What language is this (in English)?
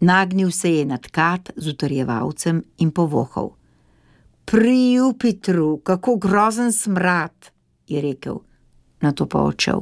Slovenian